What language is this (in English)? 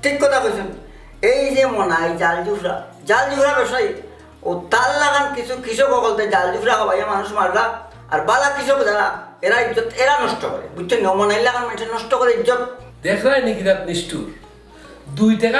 Sylheti